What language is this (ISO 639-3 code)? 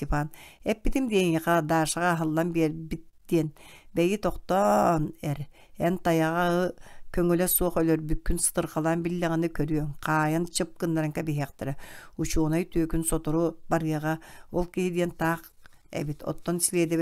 sah